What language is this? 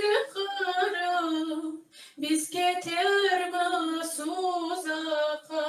Crimean Tatar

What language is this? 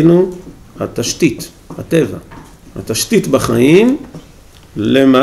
Hebrew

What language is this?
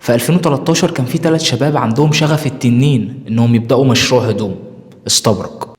Egyptian Arabic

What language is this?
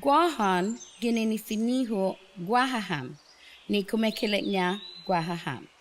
Chamorro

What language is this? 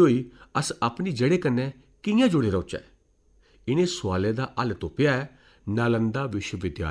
Dogri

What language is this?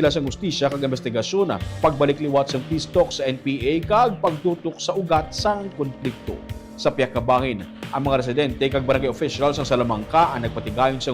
Hiligaynon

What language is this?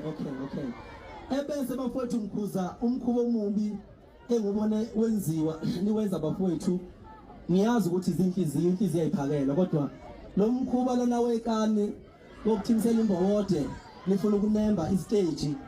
Zulu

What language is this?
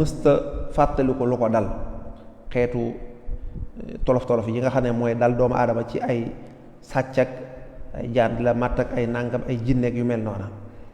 Wolof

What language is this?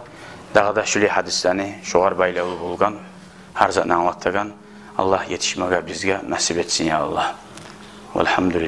Kumyk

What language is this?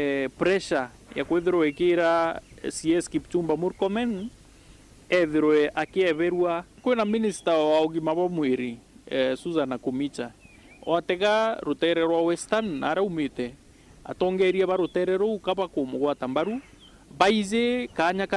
Meru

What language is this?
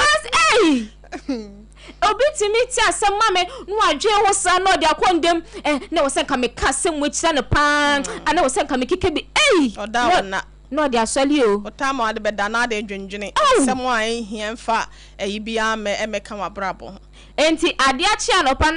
Akan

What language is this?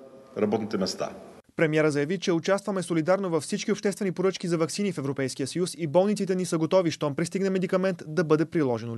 Bulgarian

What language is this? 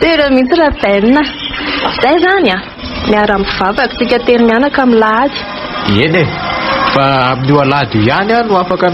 Malagasy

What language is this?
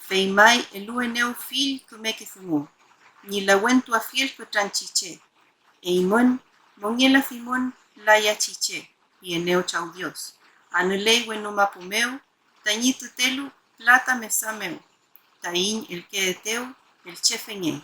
Mapuche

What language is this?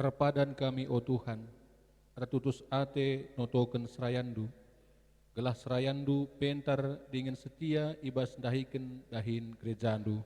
Batak Karo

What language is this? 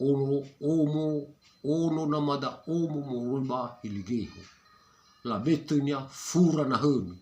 Nias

